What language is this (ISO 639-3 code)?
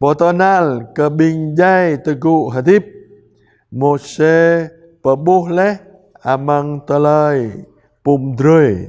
jra